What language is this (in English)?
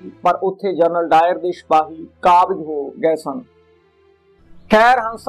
Punjabi